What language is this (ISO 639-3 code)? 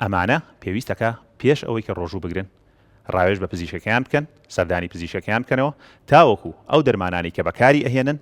ckb